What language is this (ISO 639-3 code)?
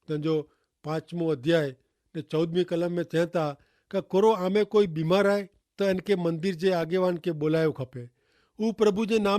kfr